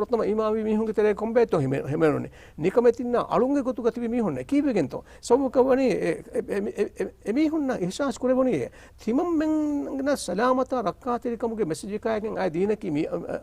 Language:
Divehi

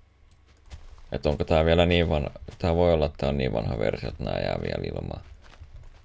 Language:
Finnish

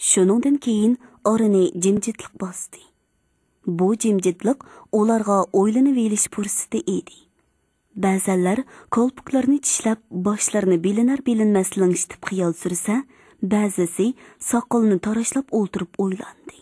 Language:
Uyghur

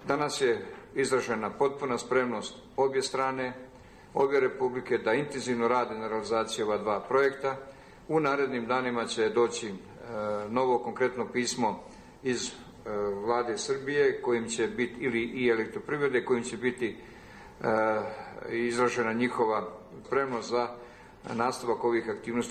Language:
Bosnian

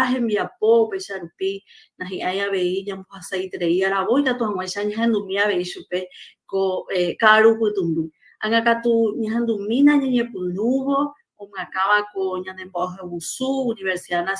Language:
Guarani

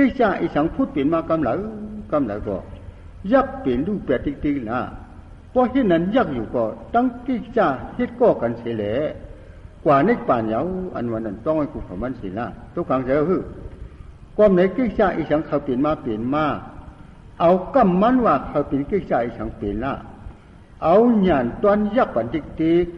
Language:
Shan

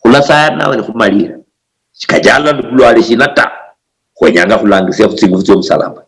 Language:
Luyia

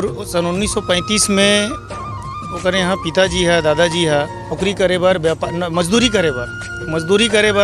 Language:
Chhattisgarhi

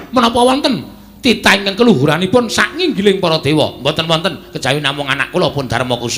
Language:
Javanese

